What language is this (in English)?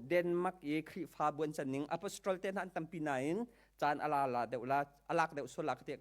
Hakha Chin